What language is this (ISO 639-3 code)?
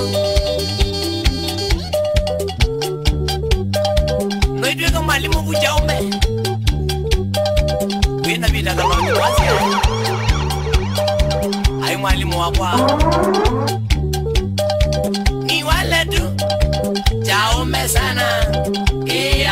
swa